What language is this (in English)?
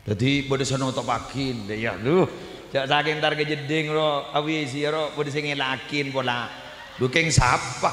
Madurese